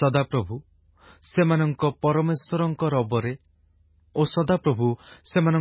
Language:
Odia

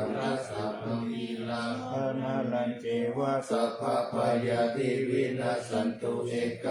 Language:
Pali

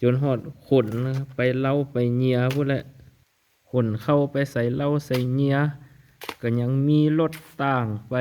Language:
Lao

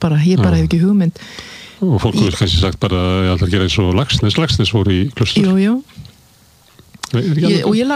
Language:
Icelandic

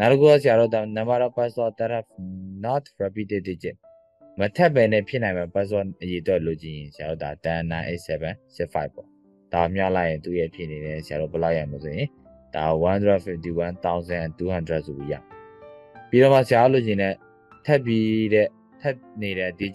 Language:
Burmese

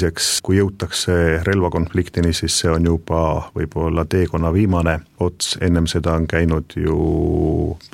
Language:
Estonian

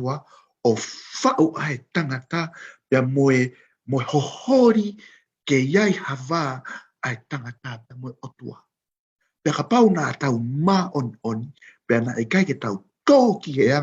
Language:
Tongan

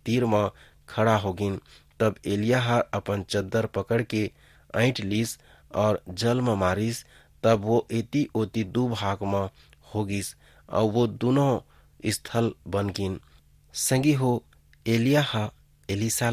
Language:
Chhattisgarhi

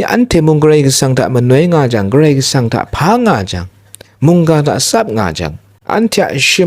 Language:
Kachin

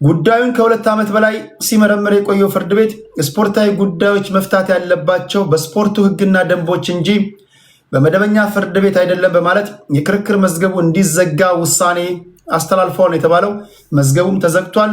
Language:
Amharic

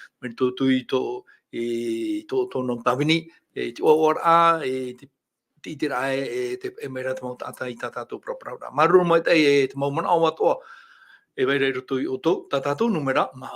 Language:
Tahitian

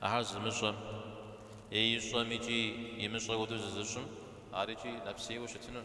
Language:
Kabardian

